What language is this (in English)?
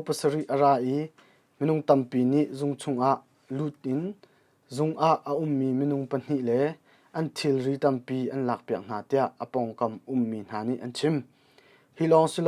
Hakha Chin